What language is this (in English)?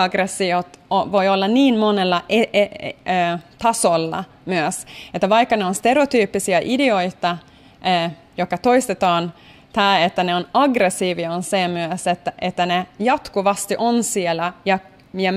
Finnish